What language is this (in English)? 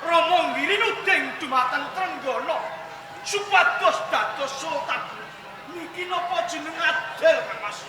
Javanese